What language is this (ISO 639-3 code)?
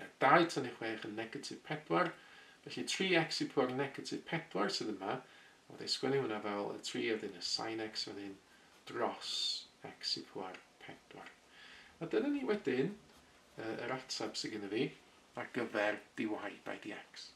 cym